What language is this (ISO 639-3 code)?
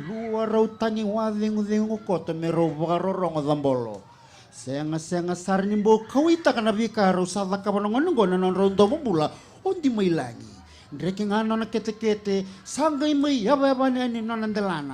fij